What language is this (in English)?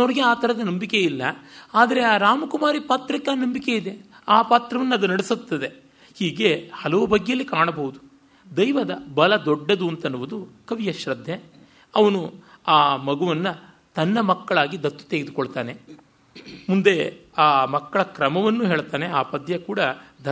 Kannada